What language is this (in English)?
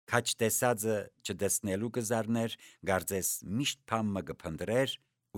Armenian